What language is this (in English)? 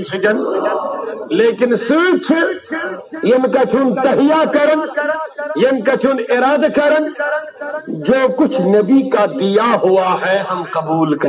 Kashmiri